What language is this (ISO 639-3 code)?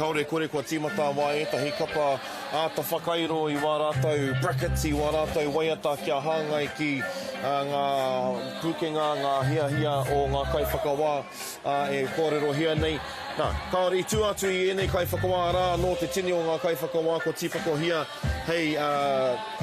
mri